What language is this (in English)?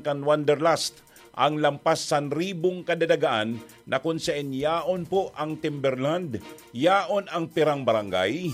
Bikol